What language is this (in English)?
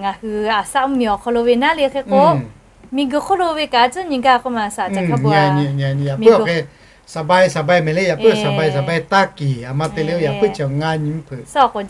Lahu